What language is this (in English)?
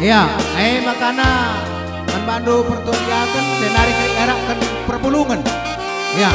Batak Karo